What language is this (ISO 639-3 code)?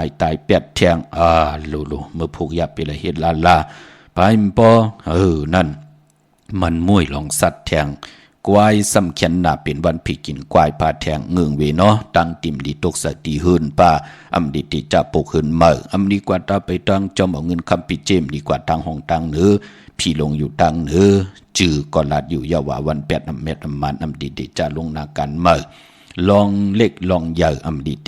shn